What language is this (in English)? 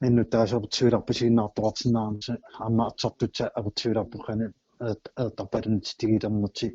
Kalaallisut